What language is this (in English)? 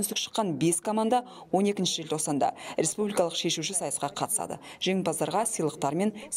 Kazakh